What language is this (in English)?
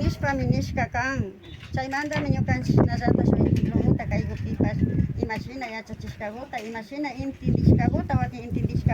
Imbabura Highland Quichua